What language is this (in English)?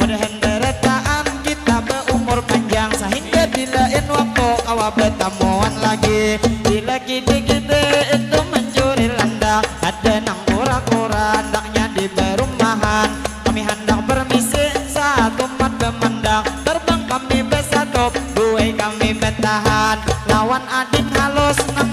Banjar